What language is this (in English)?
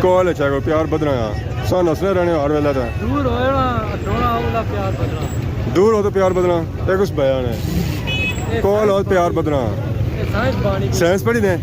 Pahari-Potwari